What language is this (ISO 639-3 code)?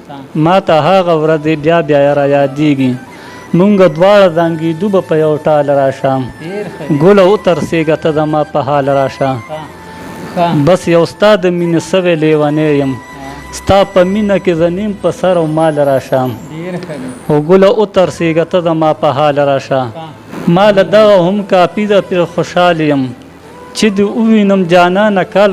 pus